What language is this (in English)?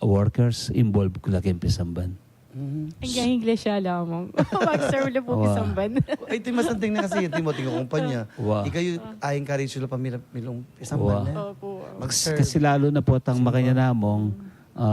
Pampanga